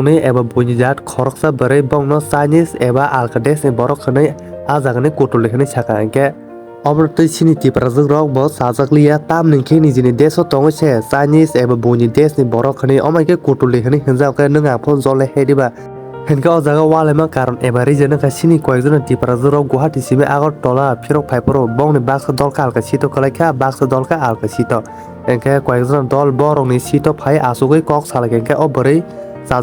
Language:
Kok Borok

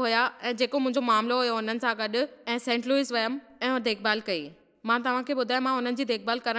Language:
Sindhi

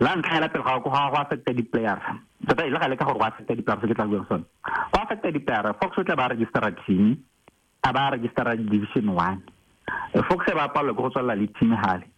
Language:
Tswana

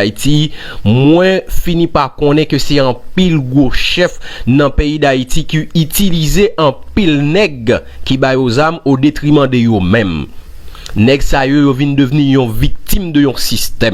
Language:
Haitian Creole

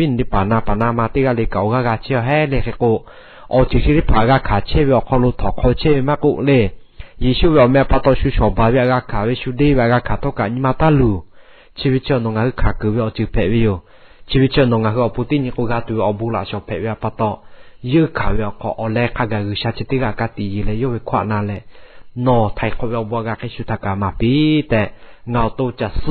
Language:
Lahu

